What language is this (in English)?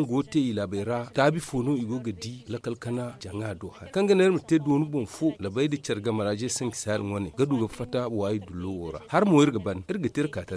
Zarma